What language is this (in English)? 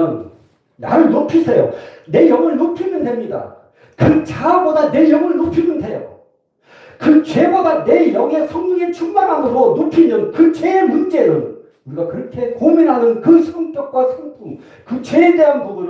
Korean